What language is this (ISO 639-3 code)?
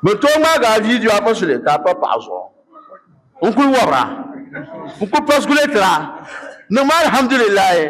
dag